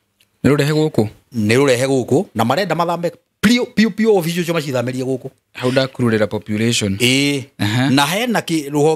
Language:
Kikuyu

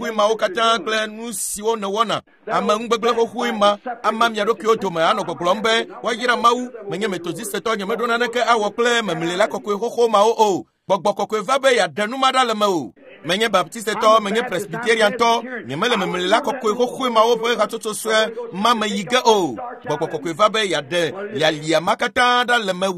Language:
Ewe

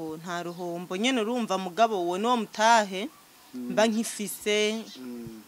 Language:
Rundi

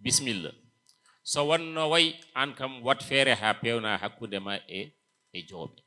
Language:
Fula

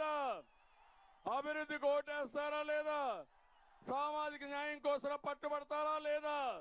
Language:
Telugu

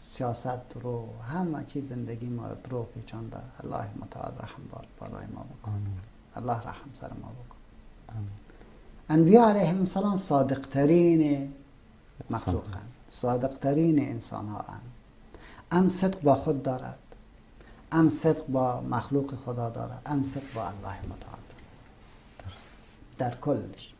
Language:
Persian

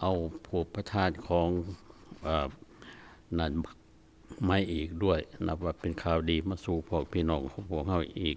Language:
Lao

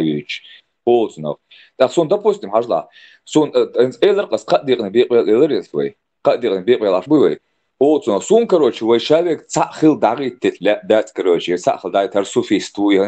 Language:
Chechen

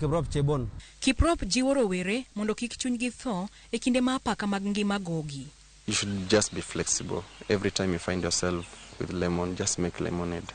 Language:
Luo (Kenya and Tanzania)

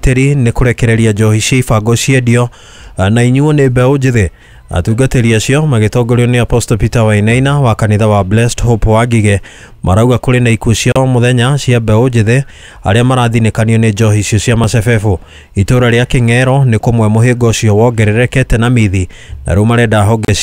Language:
Kikuyu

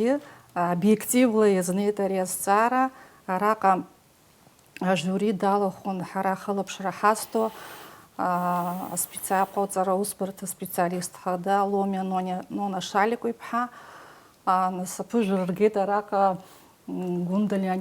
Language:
Abkhazian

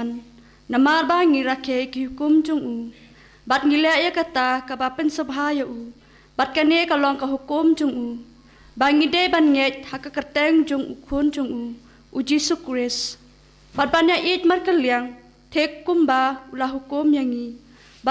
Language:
Khasi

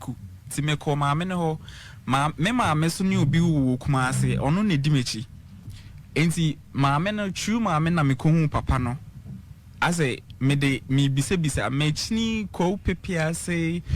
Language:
Akan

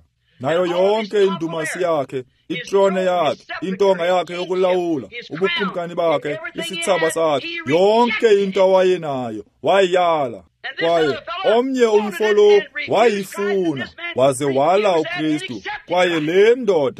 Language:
Xhosa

